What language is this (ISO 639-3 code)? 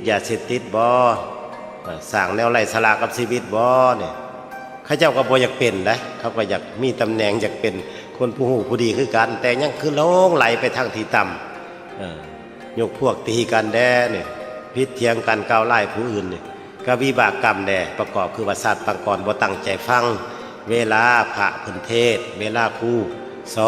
tts